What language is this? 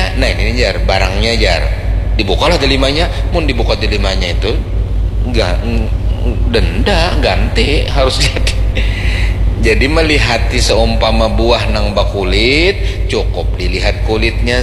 Banjar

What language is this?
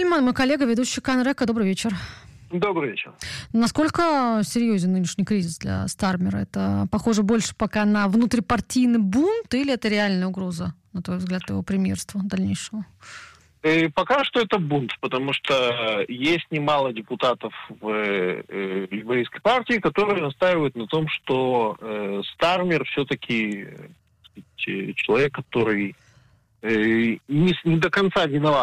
Russian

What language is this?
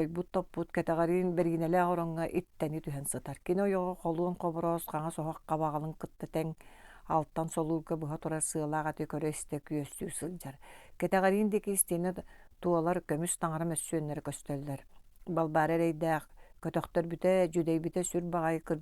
Yakut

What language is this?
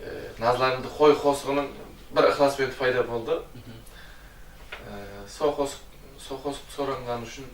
Kara-Kalpak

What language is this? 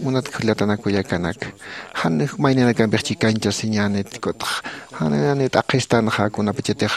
Aymara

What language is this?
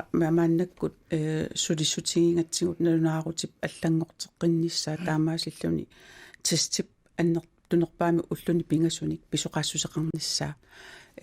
Kalaallisut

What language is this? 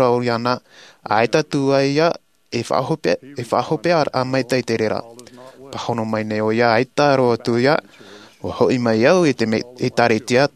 Tahitian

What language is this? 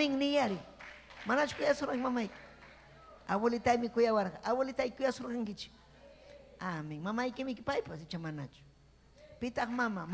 Ayacucho Quechua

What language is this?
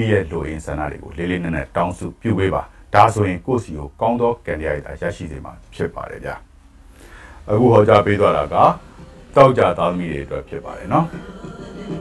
Burmese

